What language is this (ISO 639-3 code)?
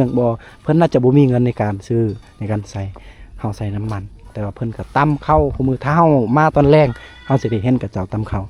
lao